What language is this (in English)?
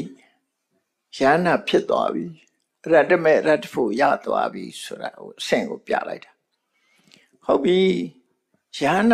Burmese